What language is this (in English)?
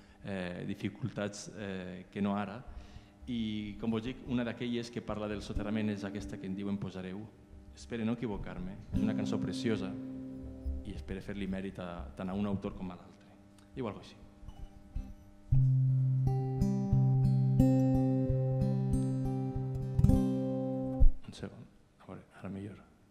Catalan